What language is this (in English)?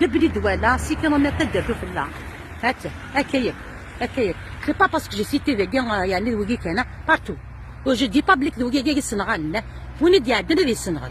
Kabyle